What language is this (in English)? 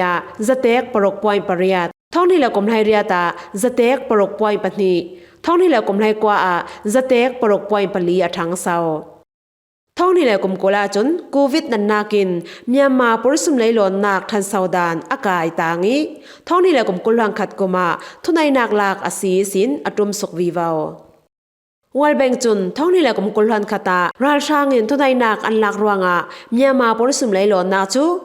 Falam Chin